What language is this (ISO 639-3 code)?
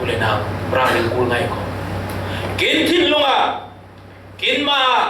cfm